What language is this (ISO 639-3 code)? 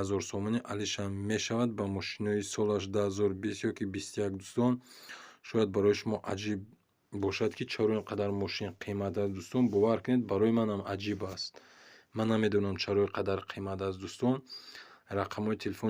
tgk